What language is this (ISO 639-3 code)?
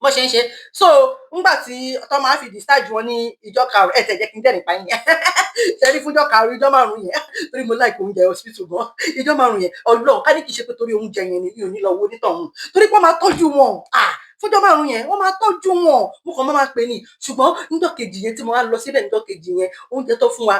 yor